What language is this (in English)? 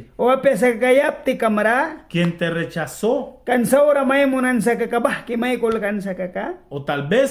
Mískito